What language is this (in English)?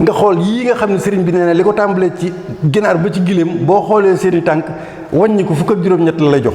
Wolof